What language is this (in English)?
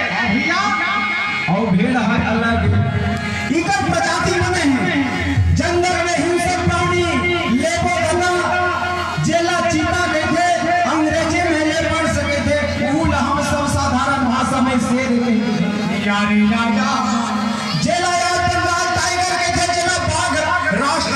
Chhattisgarhi